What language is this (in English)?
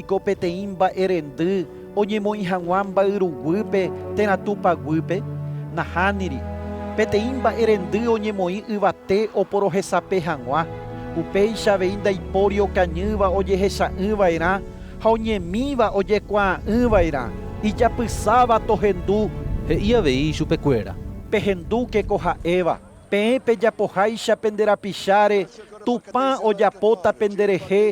Guarani